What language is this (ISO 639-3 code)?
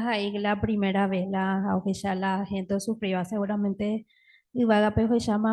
grn